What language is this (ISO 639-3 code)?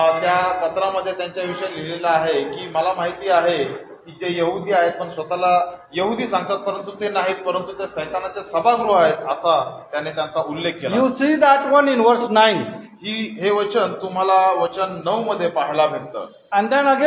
mar